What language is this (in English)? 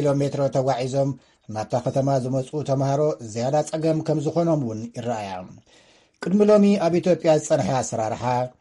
Tigrinya